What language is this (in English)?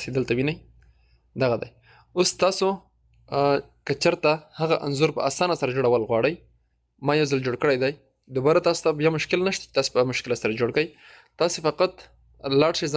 Pashto